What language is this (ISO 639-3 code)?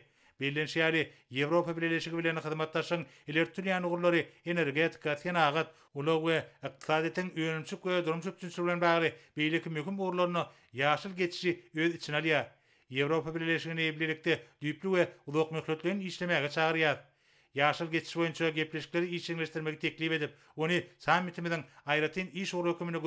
tuk